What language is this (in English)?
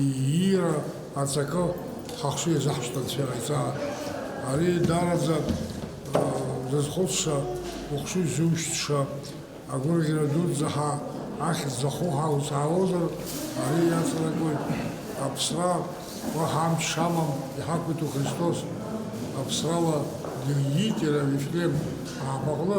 Abkhazian